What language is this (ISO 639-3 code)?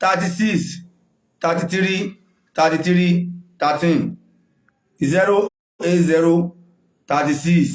yor